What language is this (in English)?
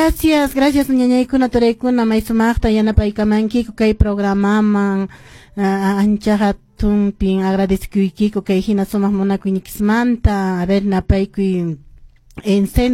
Quechua